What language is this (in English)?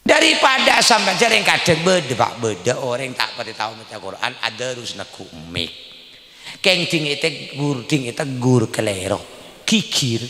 Madurese